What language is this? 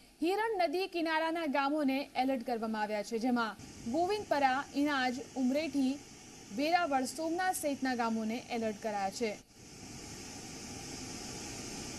Gujarati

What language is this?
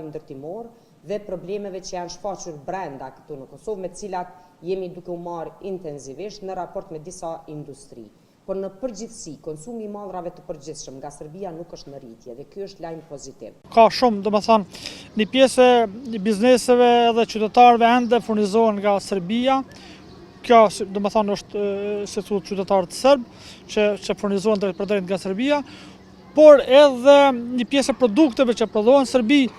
Albanian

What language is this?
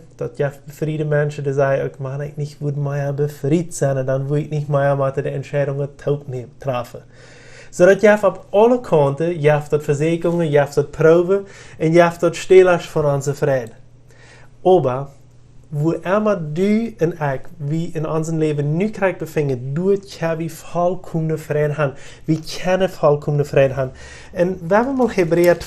Plautdietsch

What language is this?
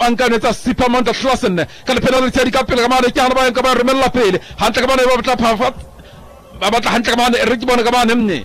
Southern Sotho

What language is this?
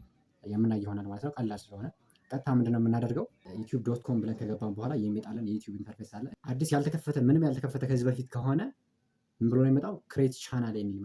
Amharic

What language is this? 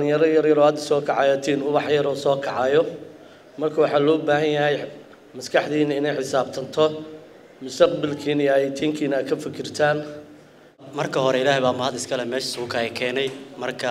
Somali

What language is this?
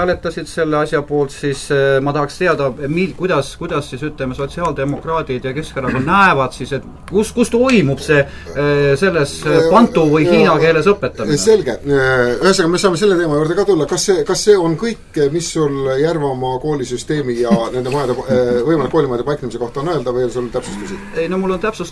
Estonian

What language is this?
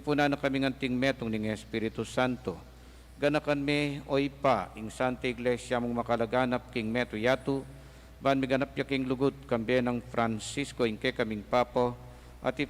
Pampanga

